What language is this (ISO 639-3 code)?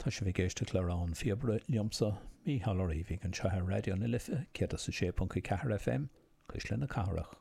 gle